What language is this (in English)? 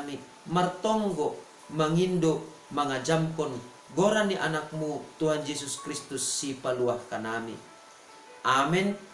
Batak Simalungun